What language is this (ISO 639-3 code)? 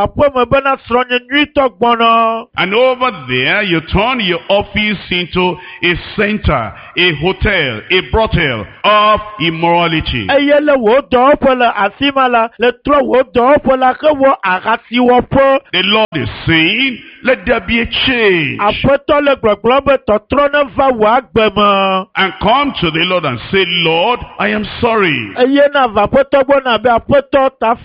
ewe